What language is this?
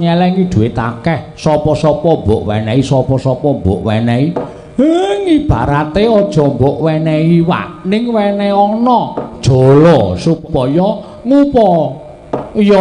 Javanese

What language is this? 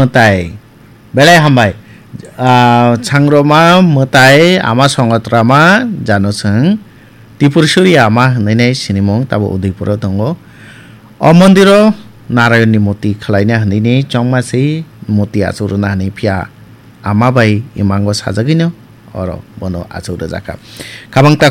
Kok Borok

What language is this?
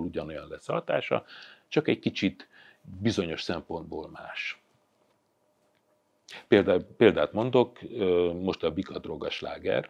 Hungarian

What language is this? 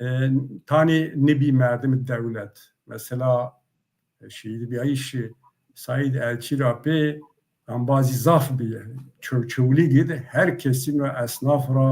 Zaza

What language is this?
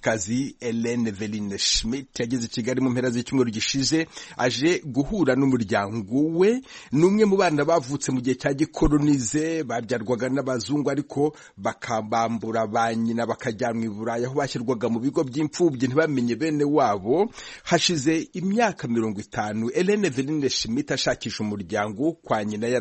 Kinyarwanda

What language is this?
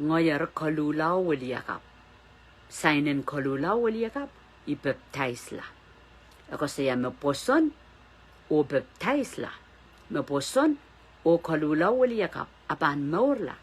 Pohnpeian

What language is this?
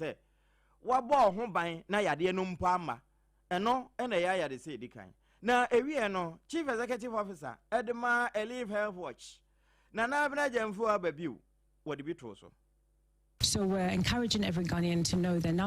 Akan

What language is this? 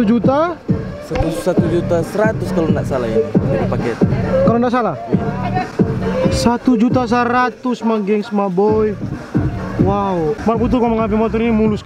Manado Malay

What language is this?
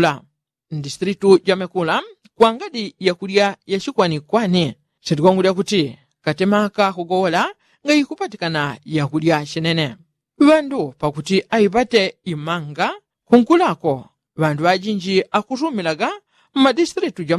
Yao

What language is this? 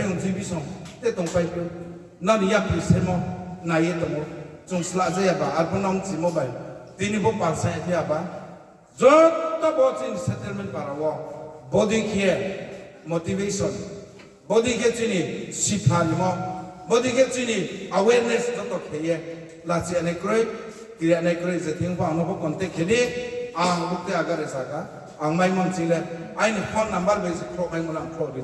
Riang (India)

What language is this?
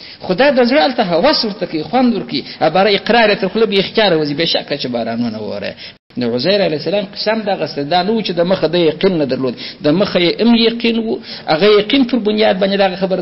Pashto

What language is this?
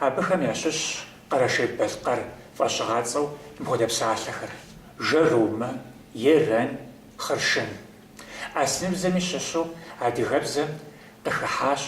Kabardian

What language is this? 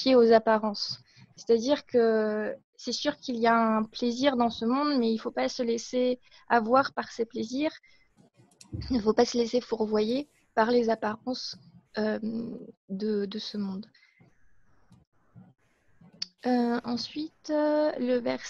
French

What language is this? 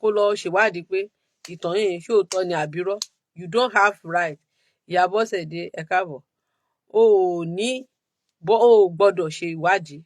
Yoruba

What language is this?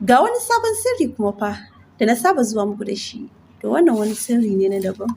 Hausa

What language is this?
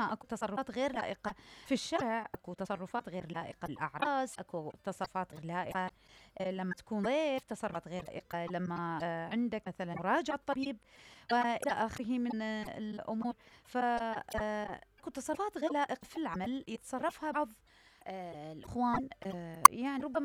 Mesopotamian Arabic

